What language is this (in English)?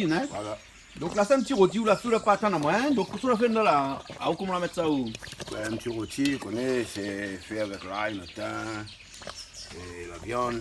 Réunion Creole French